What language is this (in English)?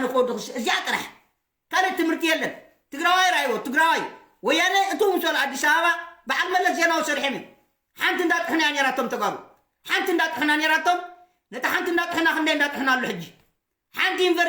Tigrinya